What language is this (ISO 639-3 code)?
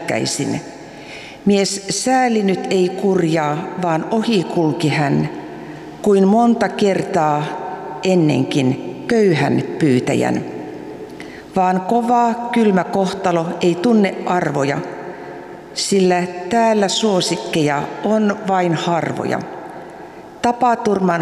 fin